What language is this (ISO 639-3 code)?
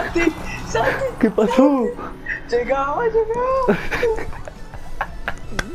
spa